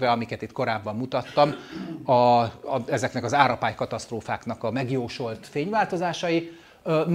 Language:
Hungarian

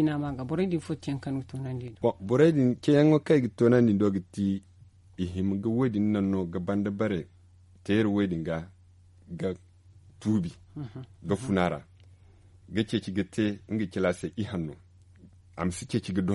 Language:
Zarma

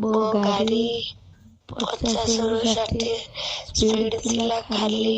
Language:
Odia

